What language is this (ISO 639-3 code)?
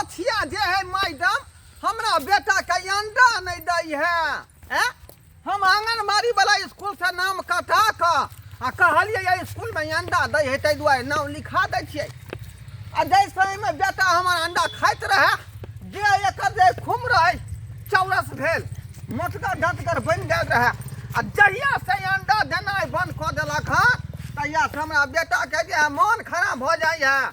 mai